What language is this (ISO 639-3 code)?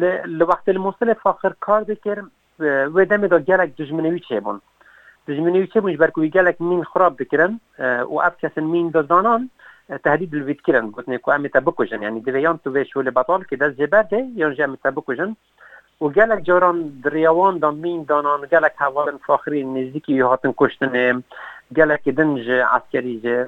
kur